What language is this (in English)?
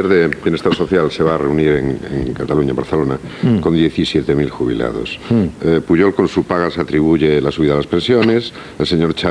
Spanish